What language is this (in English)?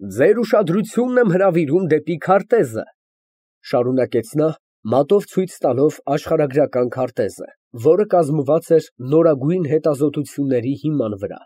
Armenian